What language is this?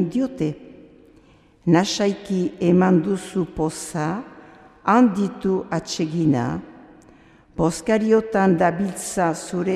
Basque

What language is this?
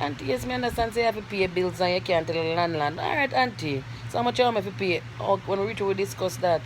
Jamaican Creole English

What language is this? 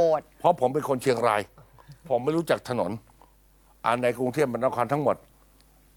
Thai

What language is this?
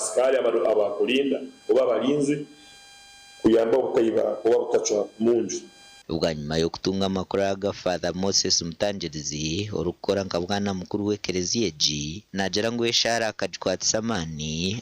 Nyankole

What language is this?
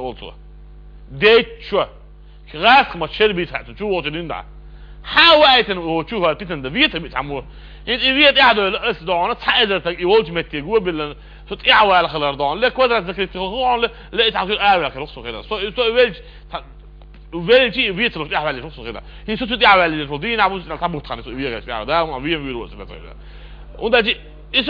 Chechen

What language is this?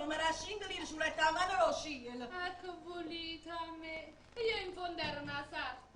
Neapolitan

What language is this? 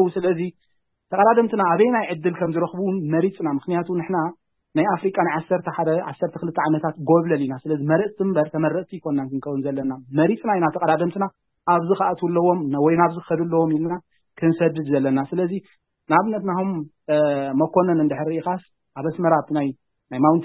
Tigrinya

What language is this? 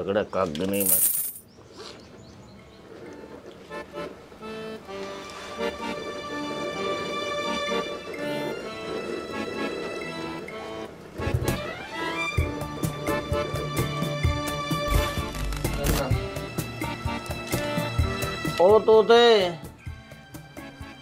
Punjabi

